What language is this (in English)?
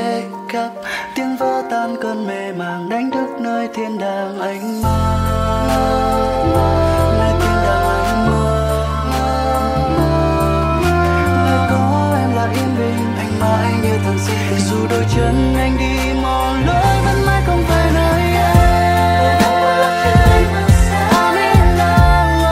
Vietnamese